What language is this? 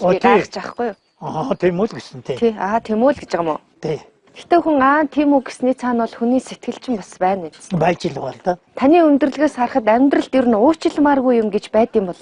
Mongolian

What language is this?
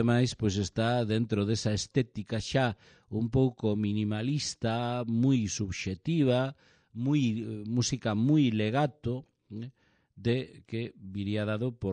Galician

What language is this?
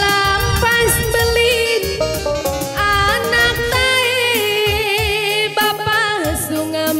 Batak Karo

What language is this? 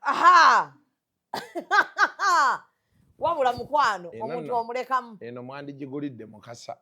Ganda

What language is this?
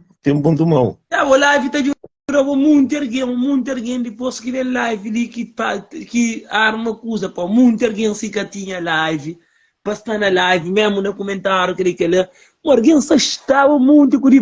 Kabuverdianu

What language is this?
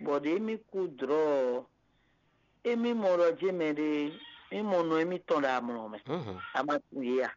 Fon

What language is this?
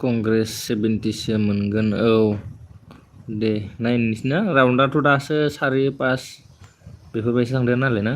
Bodo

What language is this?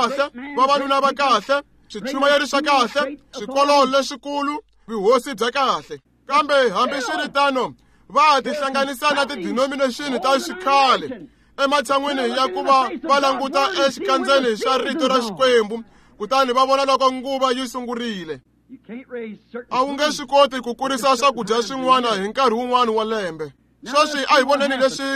Tsonga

